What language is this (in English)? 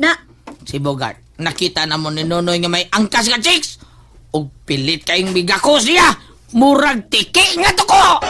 Cebuano